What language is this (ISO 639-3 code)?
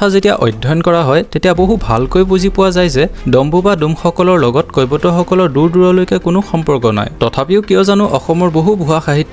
asm